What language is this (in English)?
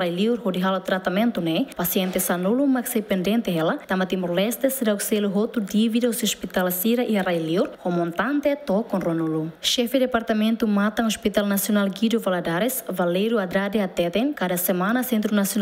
Tetum